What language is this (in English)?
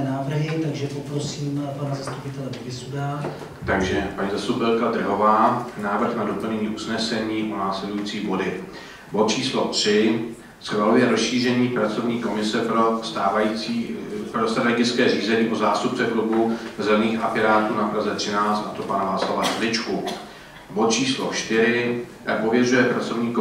Czech